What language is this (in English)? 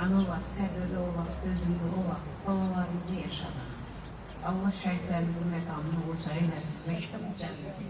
Azerbaijani